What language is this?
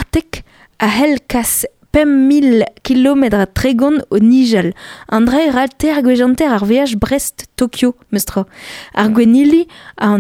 Breton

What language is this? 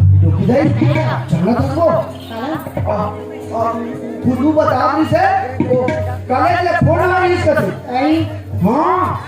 Chhattisgarhi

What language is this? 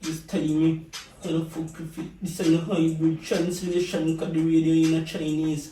Jamaican Creole English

